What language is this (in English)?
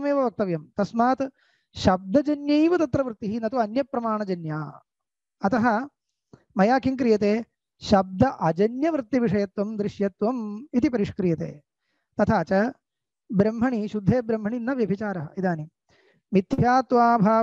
Sanskrit